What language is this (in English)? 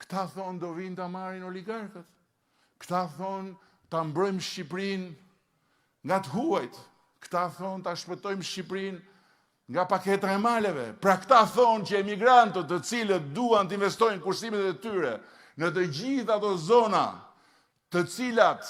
Albanian